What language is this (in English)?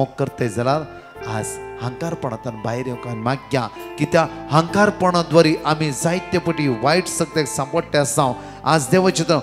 Konkani